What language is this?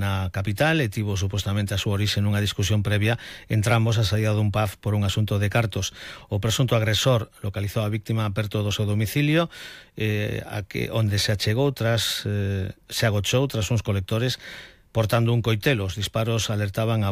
Galician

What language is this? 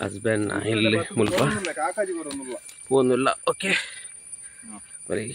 Tulu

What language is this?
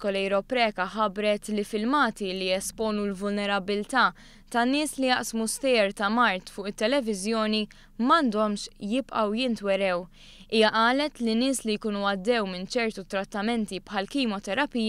Maltese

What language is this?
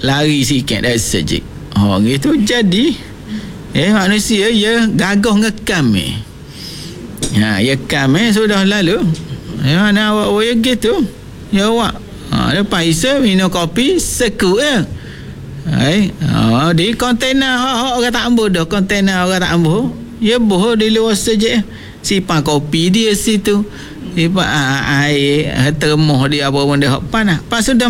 Malay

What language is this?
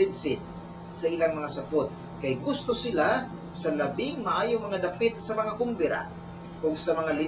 Cebuano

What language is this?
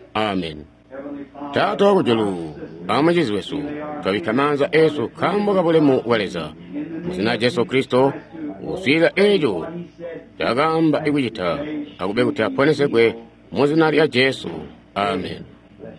Tonga (Zambia)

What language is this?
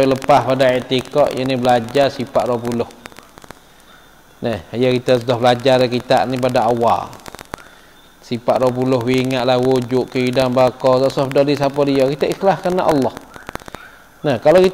Malay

